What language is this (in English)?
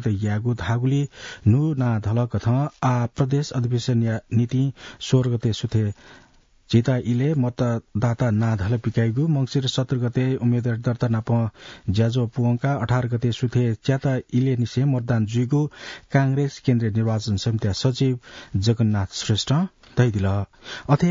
Newari